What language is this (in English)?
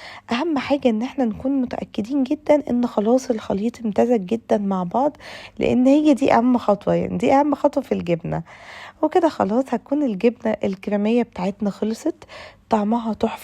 Egyptian Arabic